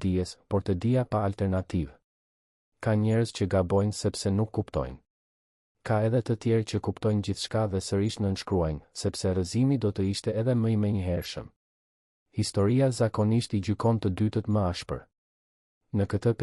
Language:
Albanian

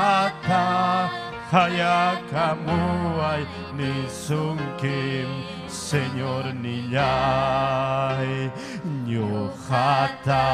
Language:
Ayacucho Quechua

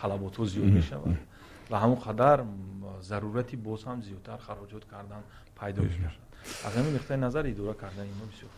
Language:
Tajik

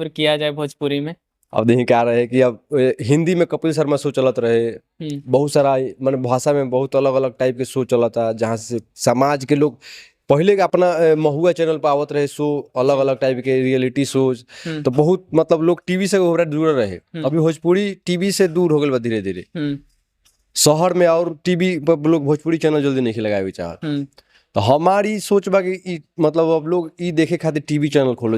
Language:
Bhojpuri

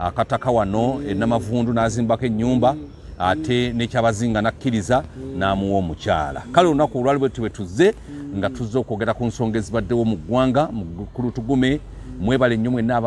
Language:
Ganda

